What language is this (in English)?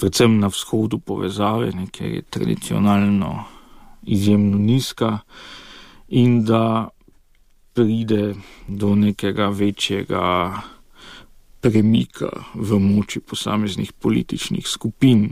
Slovenian